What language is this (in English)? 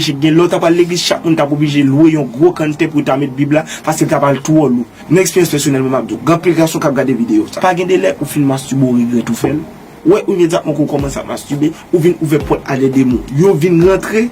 Haitian Creole